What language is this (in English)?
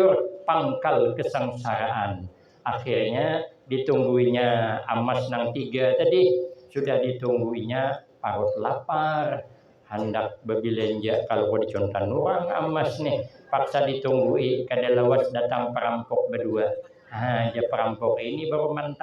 Banjar